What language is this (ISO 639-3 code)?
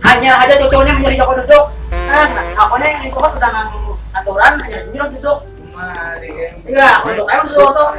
bjn